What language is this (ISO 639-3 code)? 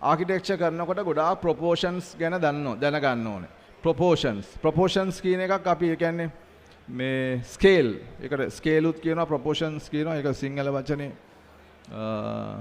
sin